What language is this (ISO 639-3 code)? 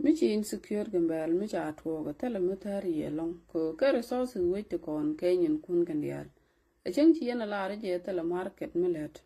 nus